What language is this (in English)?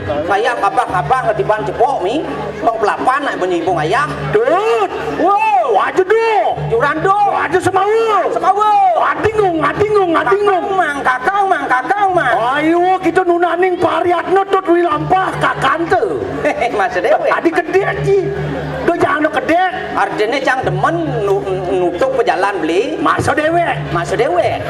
Balinese